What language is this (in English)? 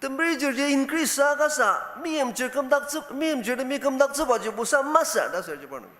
Ao Naga